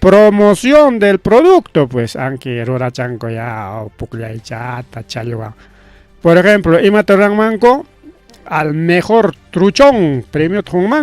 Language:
Ayacucho Quechua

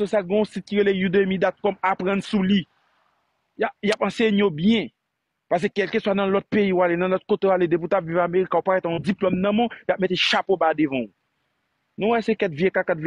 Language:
Haitian Creole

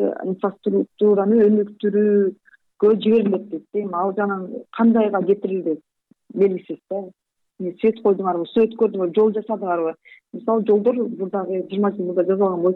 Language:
Kyrgyz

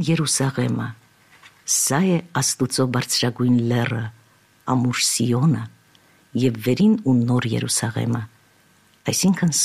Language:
Armenian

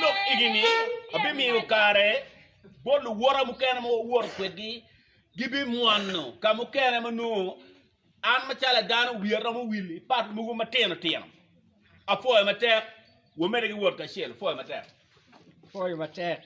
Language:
Acoli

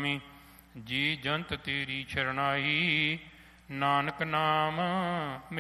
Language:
Punjabi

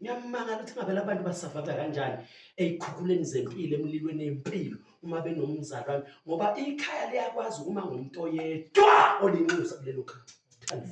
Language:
Zulu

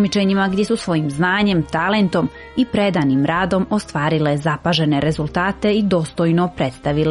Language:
Serbian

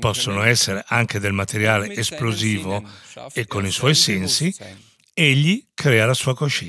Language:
Italian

